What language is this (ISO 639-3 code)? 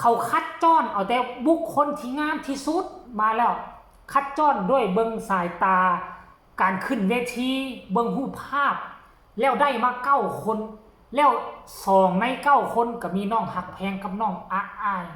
tts